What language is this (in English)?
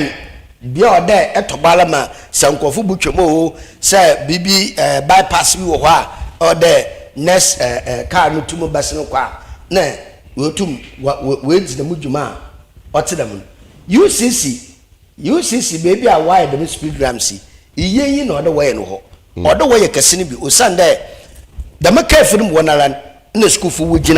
Akan